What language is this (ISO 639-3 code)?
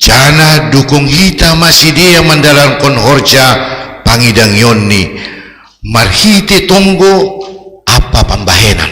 bts